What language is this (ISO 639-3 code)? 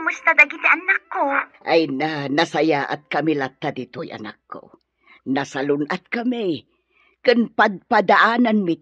ilo